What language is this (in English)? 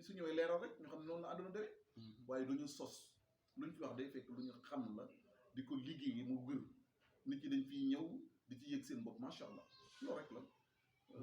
Wolof